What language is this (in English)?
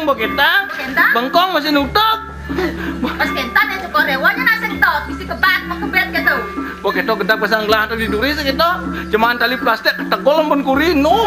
Balinese